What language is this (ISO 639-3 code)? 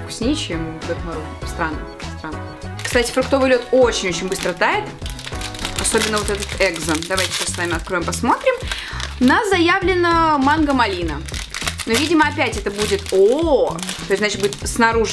rus